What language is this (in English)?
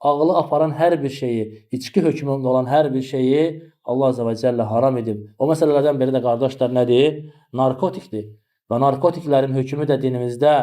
Azerbaijani